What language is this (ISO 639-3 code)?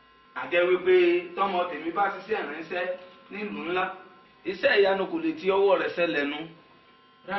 yor